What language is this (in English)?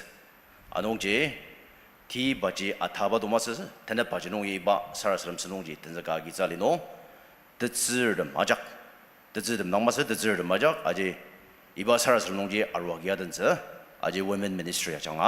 Ao Naga